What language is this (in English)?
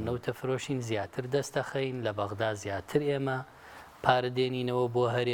Central Kurdish